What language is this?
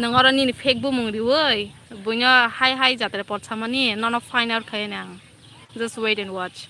Kok Borok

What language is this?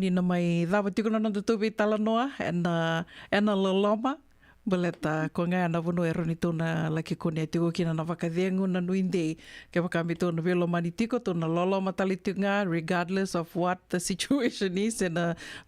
Fijian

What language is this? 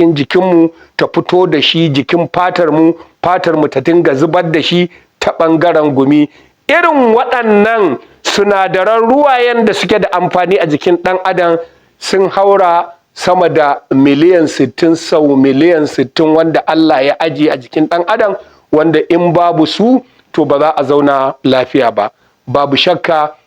Hausa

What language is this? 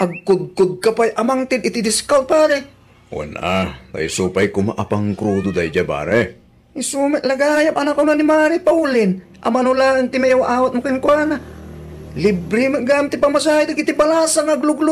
Iloko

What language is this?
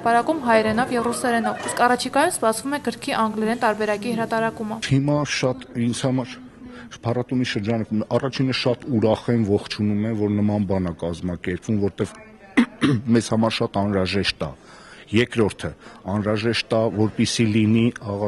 Armenian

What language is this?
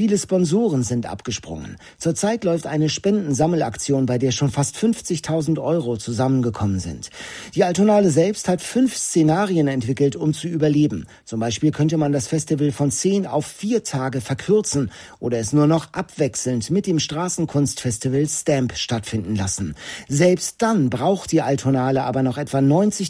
German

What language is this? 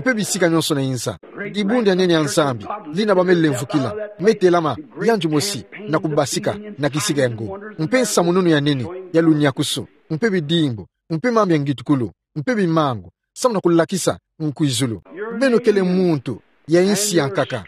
Kituba (Democratic Republic of Congo)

